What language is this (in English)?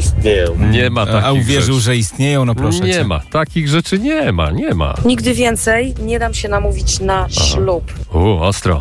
Polish